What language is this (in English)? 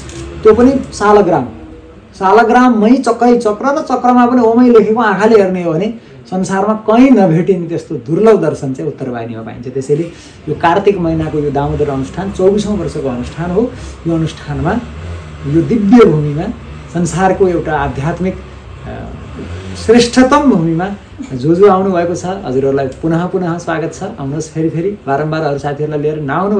Nepali